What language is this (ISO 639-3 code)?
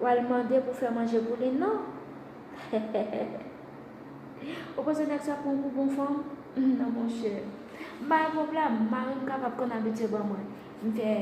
hat